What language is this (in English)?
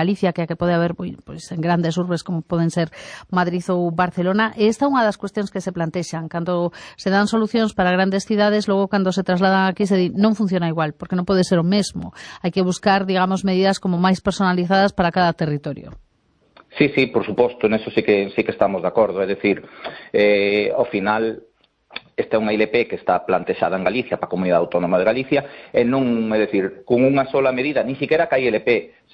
Galician